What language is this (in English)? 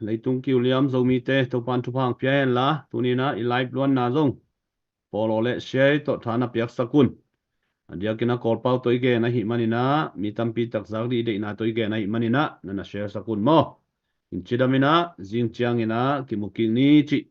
Tedim Chin